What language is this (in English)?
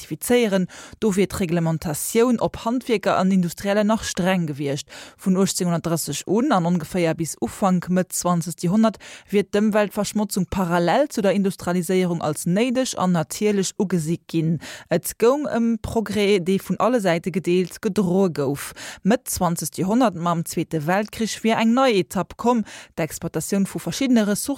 Luxembourgish